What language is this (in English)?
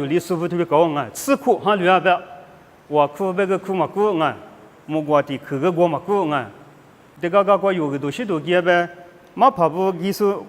Lisu